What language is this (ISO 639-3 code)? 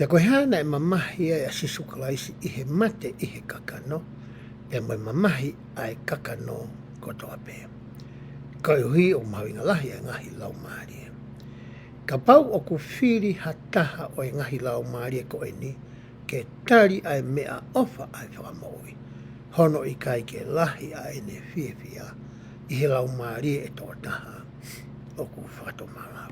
ton